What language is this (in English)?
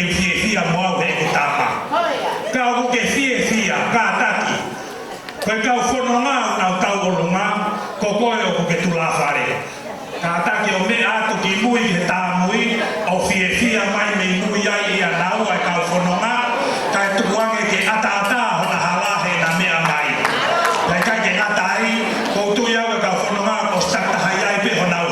Tongan